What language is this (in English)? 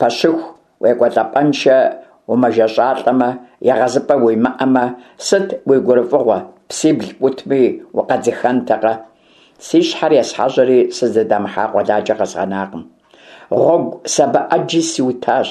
Kabardian